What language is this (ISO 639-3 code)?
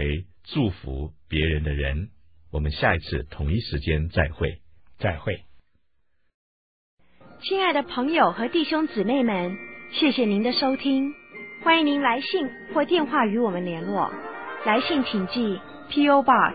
zho